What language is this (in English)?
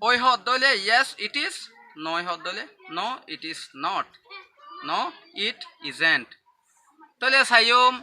Rohingya